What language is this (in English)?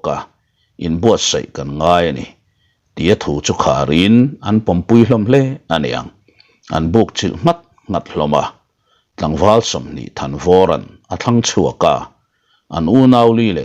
Mizo